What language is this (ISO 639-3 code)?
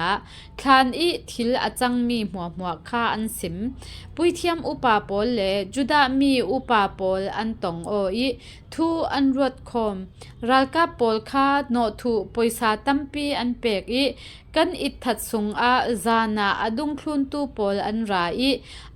cfm